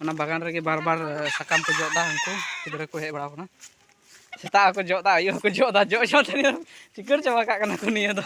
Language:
Santali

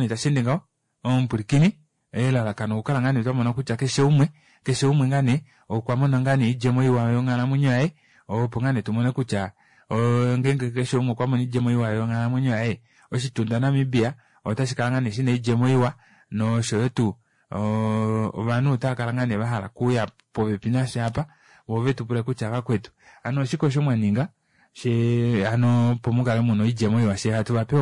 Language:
Kuanyama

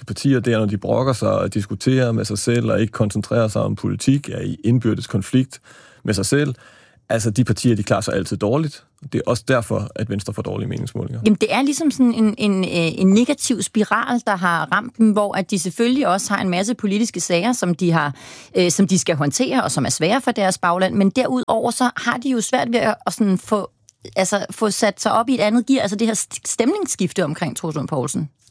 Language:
Danish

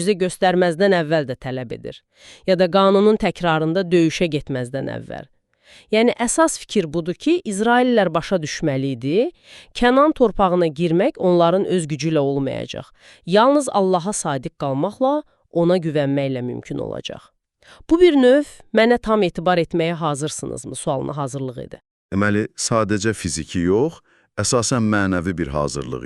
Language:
Azerbaijani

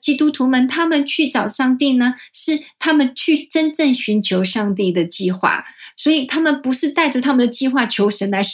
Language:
Chinese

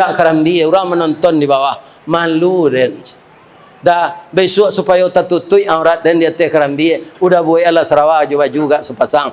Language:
Minangkabau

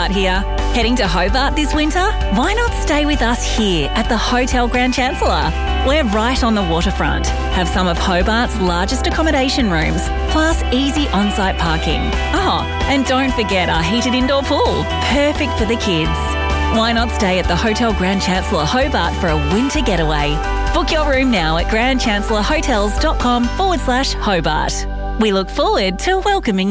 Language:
English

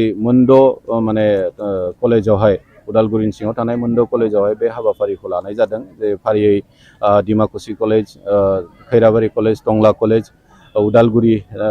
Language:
Bodo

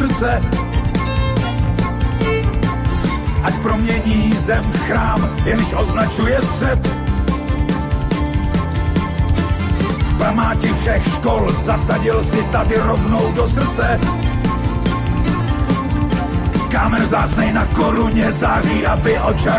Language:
Czech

